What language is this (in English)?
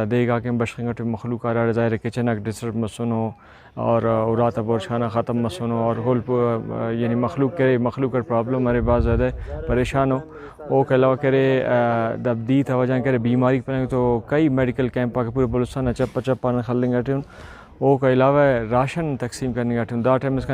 Brahui